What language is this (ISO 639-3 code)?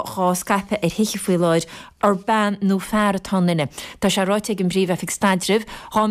gle